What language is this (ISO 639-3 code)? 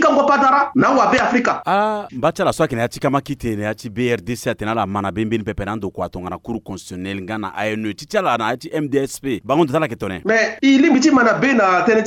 sag